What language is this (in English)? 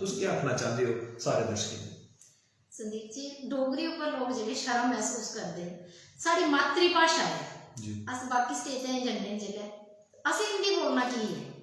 Dogri